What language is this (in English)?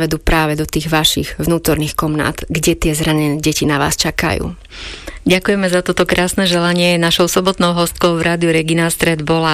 Slovak